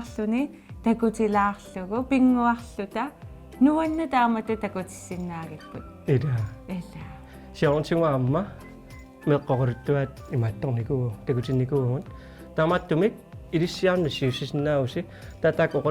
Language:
Kalaallisut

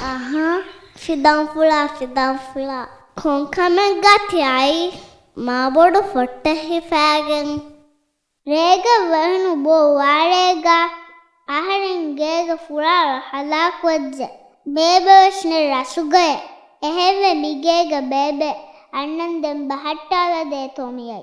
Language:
Divehi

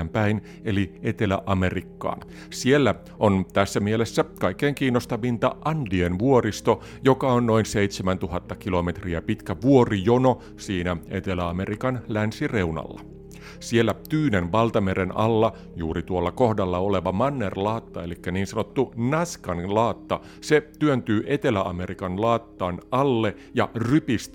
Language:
Finnish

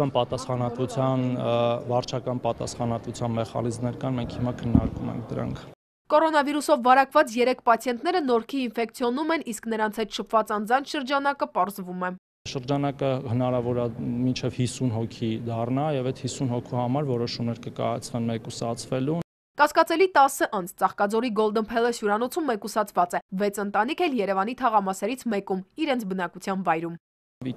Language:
Armenian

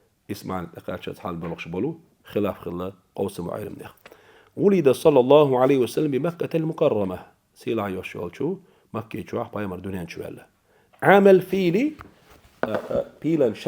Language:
Chechen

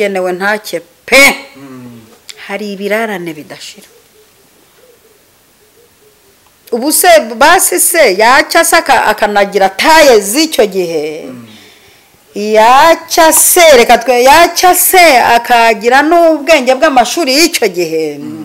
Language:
Kinyarwanda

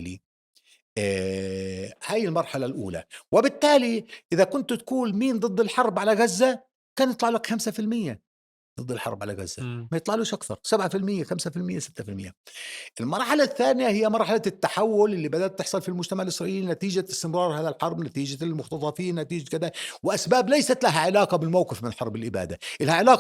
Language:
North Levantine Arabic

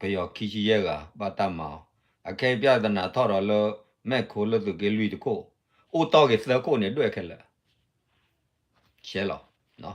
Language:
S'gaw Karen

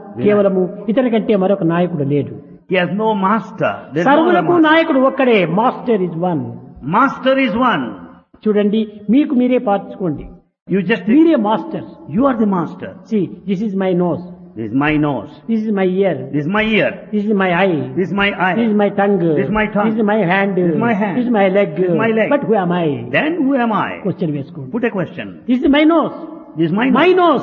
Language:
Telugu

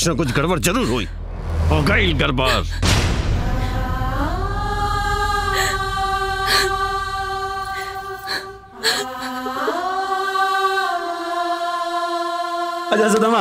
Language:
Bhojpuri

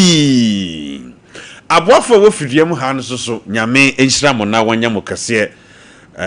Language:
Akan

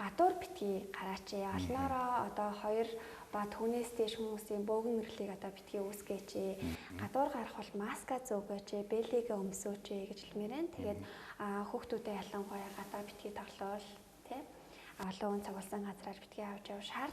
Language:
Mongolian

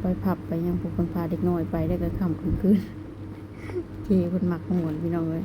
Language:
Lao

